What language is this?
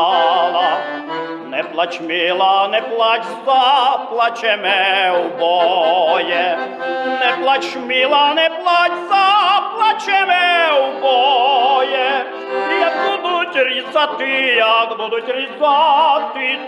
Rusyn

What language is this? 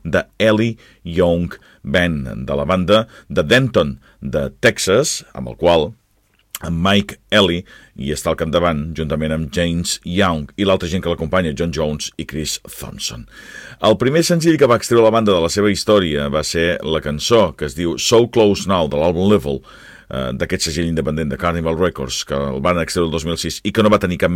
Catalan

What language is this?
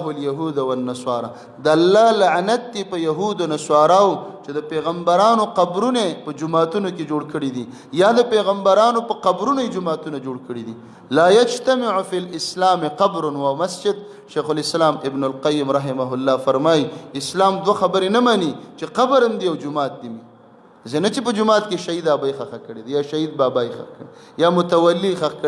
Pashto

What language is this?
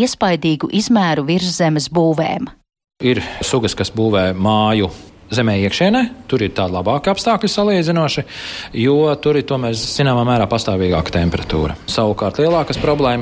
Latvian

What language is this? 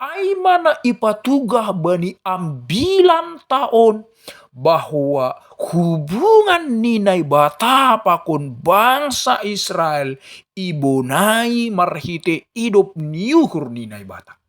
Batak Simalungun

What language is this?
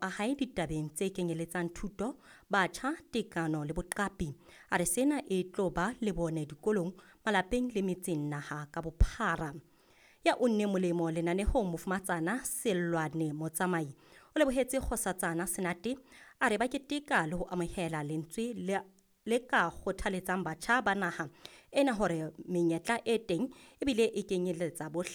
Southern Sotho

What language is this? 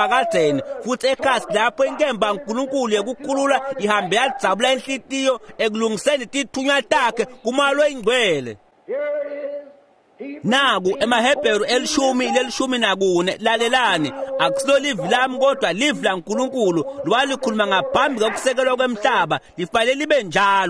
Swati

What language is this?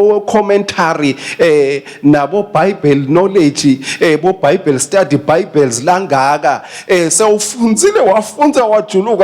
Swati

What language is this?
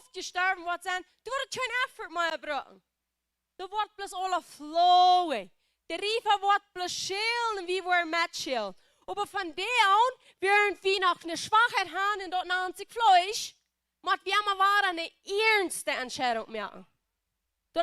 Plautdietsch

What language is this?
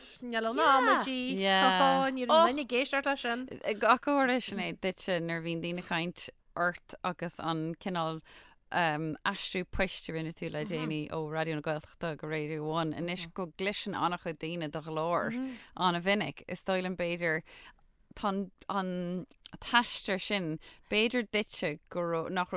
Irish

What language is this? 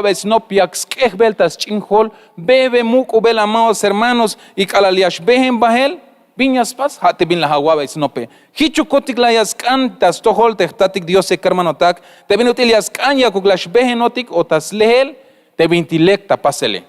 Tzeltal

